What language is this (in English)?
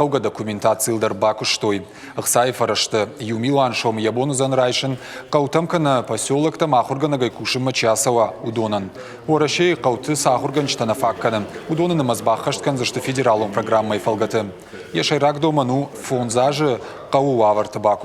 Ossetic